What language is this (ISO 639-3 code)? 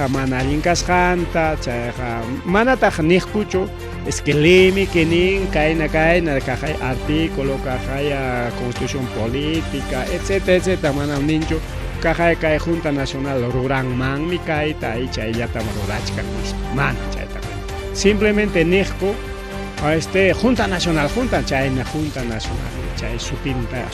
quy